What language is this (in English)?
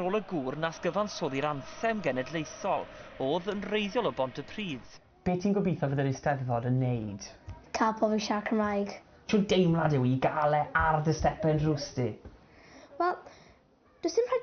Welsh